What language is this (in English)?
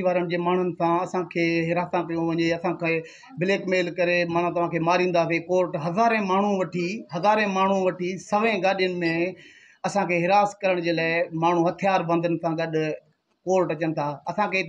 Sindhi